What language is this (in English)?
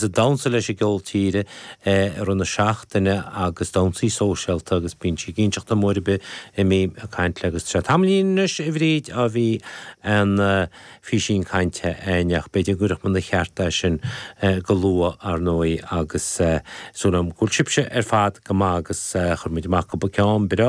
Irish